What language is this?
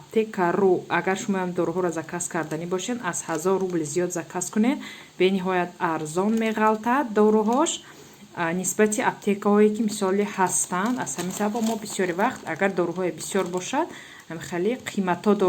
Tajik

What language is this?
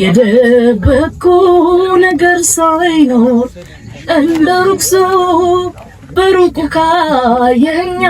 Amharic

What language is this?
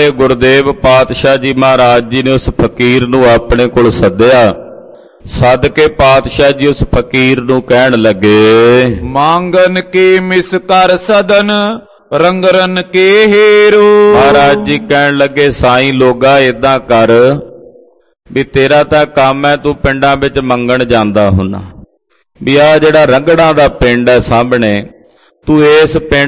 Punjabi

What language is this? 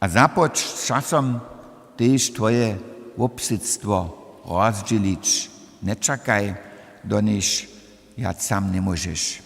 Upper Sorbian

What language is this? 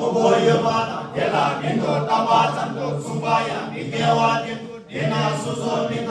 Tibetan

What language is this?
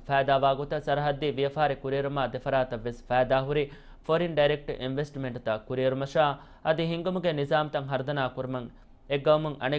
Divehi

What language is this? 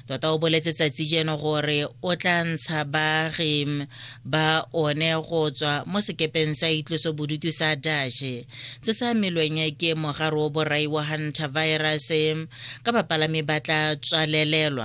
Tswana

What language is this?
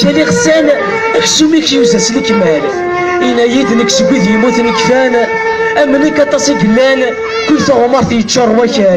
Kabyle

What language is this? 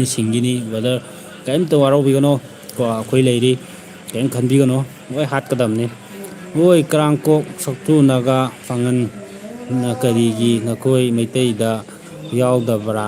Manipuri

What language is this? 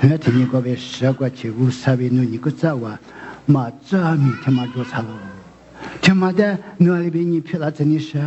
Lisu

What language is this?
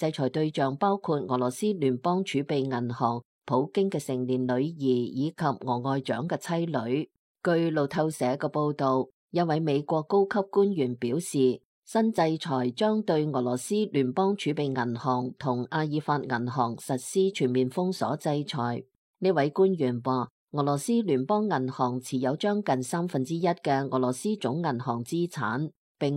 Cantonese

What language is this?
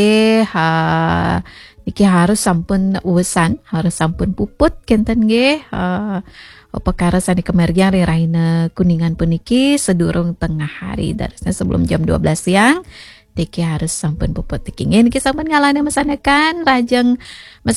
Balinese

